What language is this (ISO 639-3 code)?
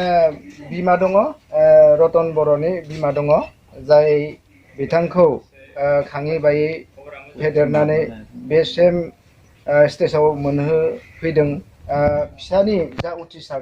brx